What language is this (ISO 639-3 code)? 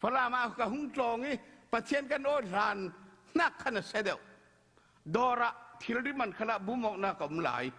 cfm